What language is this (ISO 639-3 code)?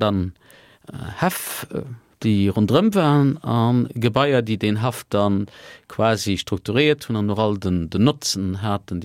ltz